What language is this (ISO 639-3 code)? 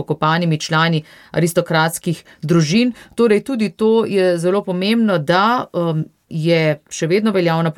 slv